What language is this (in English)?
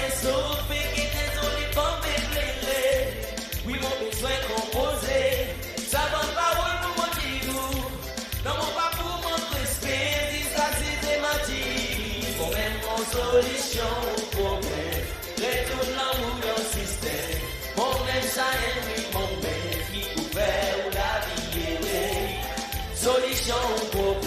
Seselwa Creole French